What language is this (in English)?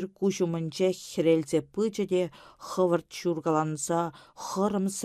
Chuvash